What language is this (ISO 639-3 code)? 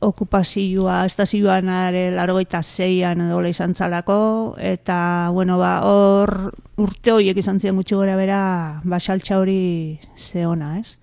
eus